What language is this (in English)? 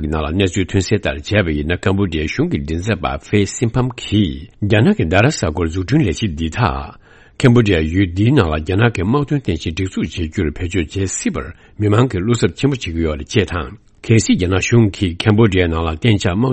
Tibetan